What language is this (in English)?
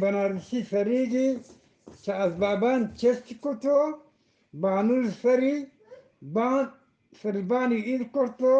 Eastern Balochi